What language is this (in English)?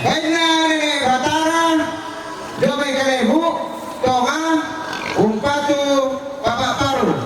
Toraja-Sa'dan